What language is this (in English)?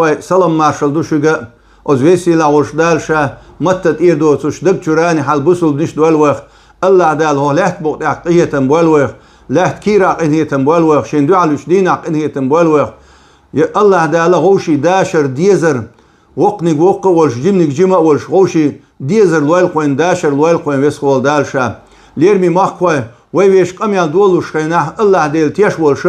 Chechen